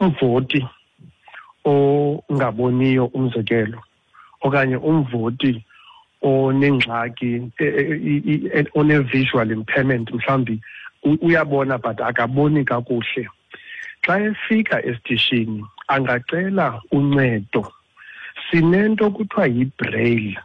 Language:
Xhosa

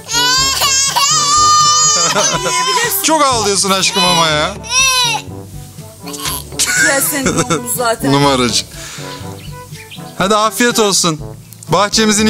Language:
Turkish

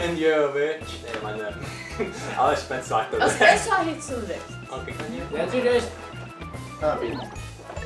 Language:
Faroese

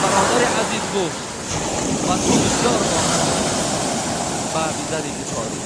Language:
Tajik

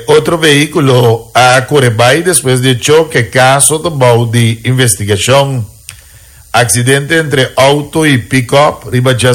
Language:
Papiamento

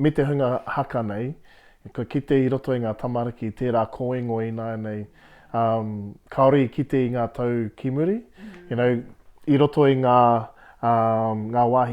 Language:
Māori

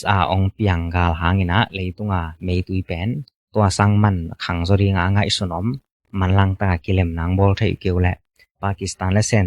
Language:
Tedim Chin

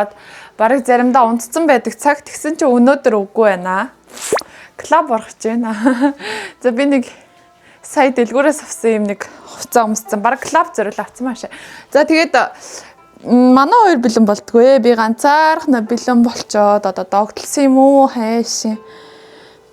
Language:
Mongolian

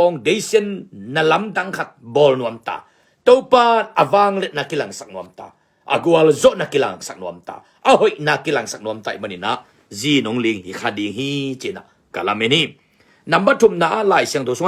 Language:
Tedim Chin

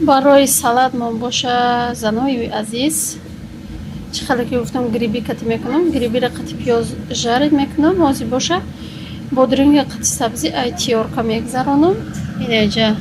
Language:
Tajik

